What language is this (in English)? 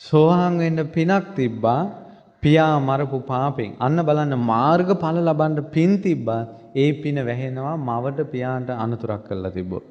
Sinhala